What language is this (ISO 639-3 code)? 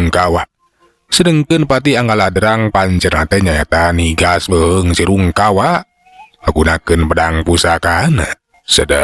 sun